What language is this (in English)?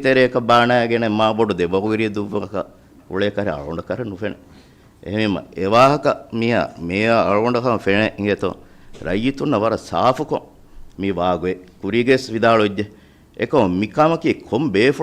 Divehi